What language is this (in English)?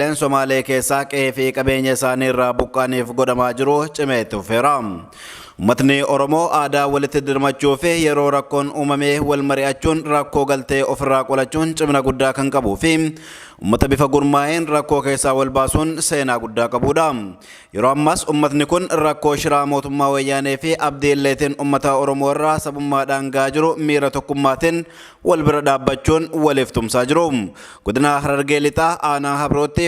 Oromo